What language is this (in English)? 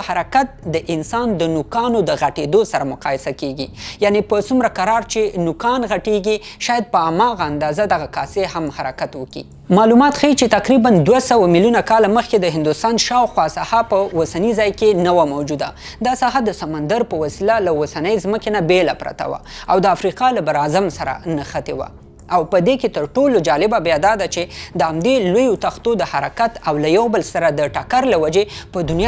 Pashto